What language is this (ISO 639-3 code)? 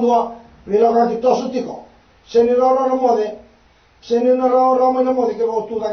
fij